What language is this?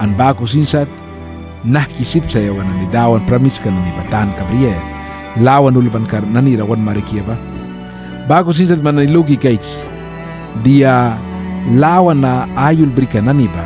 Mískito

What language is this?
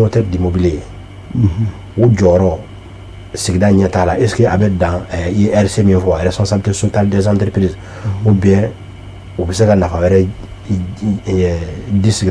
Bambara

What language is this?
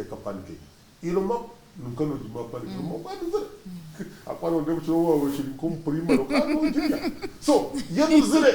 Nyankole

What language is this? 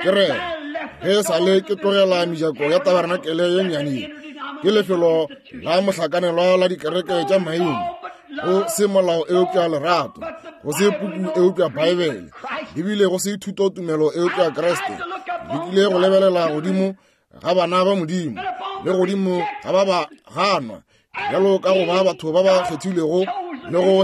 Northern Sotho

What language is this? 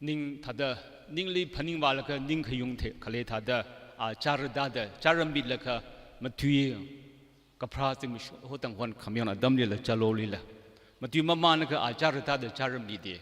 Tangkhul Naga (India)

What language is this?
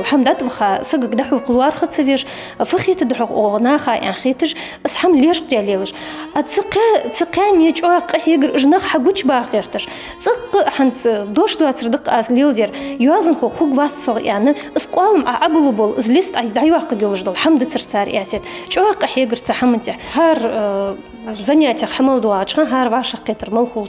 Ingush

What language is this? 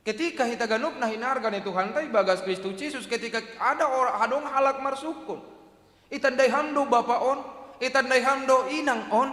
Batak Simalungun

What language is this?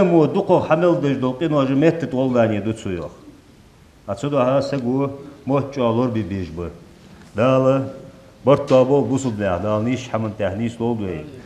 Ingush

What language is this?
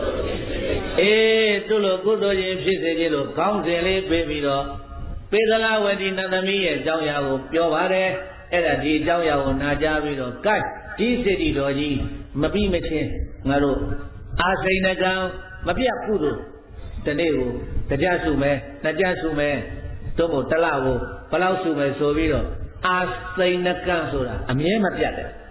Burmese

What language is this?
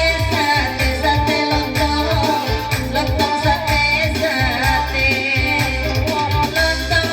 Minangkabau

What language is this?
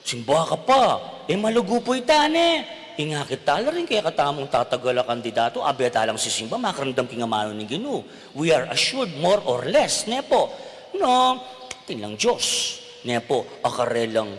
Pampanga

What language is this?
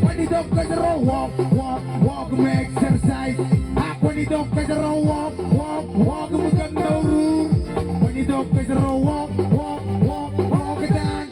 Marshallese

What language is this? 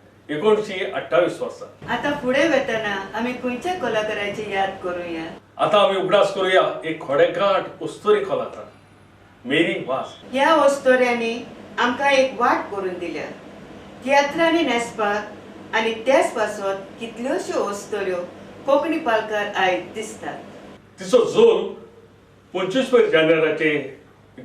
Konkani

